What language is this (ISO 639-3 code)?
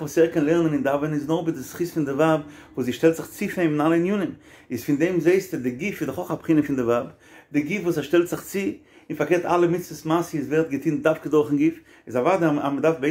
yid